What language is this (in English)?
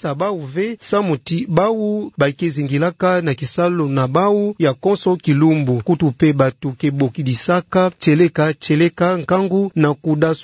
Kituba (Democratic Republic of Congo)